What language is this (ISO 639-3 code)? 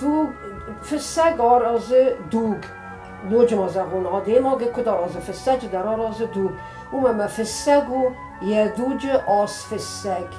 oss